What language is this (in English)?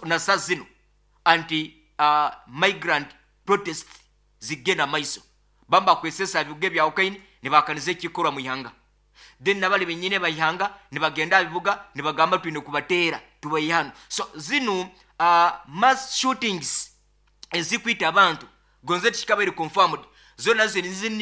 Nyoro